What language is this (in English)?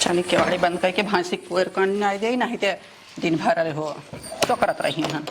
Awadhi